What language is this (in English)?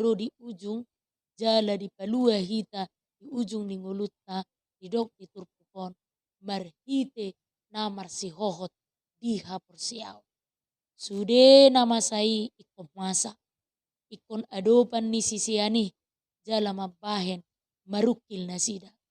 Batak Toba